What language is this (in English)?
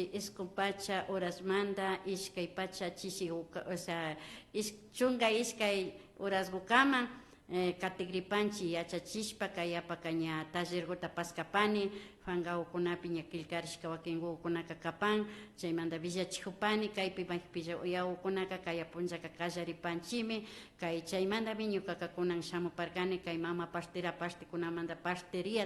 Imbabura Highland Quichua